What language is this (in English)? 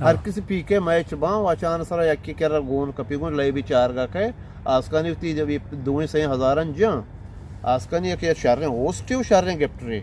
Eastern Balochi